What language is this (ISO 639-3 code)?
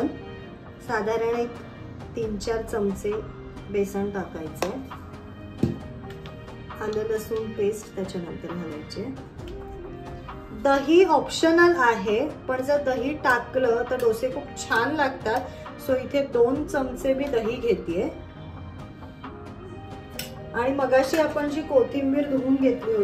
mar